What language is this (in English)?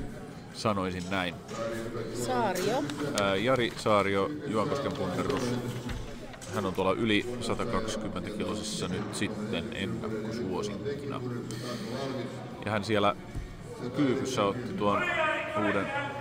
Finnish